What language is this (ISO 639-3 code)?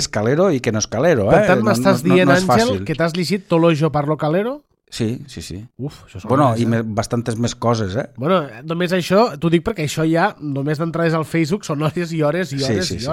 cat